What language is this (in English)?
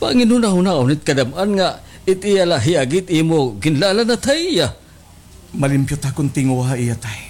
Waray